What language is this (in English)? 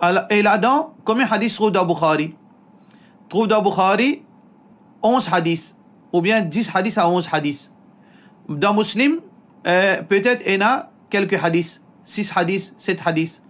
Morisyen